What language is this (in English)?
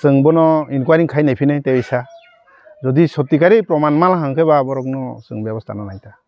Kok Borok